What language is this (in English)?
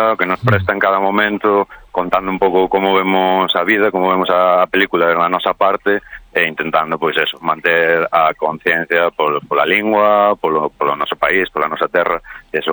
Galician